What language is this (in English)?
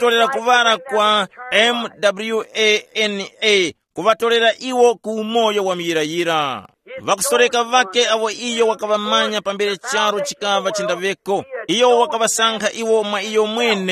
Tumbuka